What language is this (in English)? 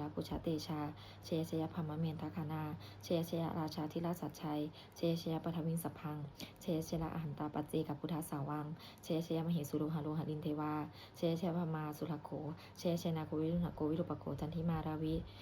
Pali